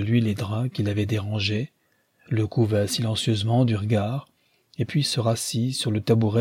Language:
French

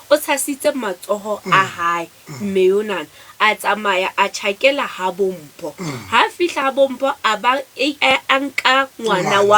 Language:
Southern Sotho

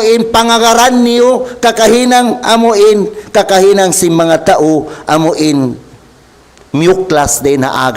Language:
Tausug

